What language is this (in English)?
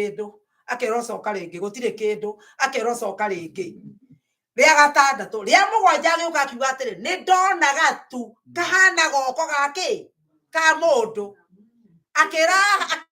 Kikuyu